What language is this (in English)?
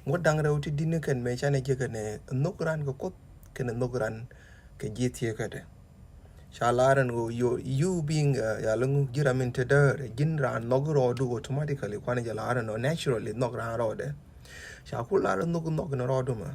Nuer